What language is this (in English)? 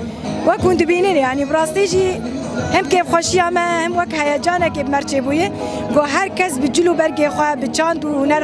Kurdish